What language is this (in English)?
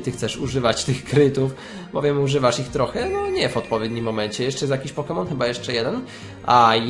Polish